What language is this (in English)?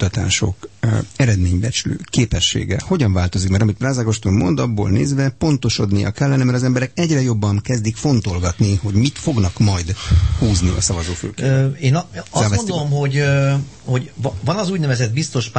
Hungarian